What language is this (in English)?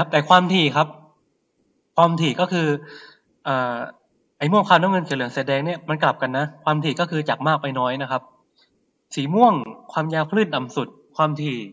Thai